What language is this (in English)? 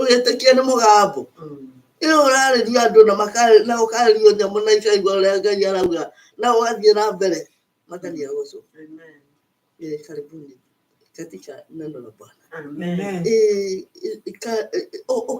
Kikuyu